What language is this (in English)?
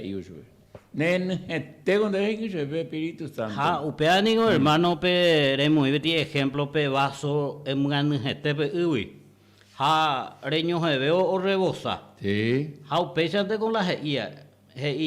Guarani